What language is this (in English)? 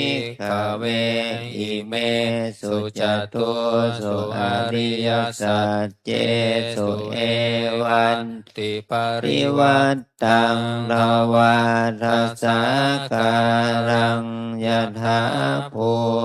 Pali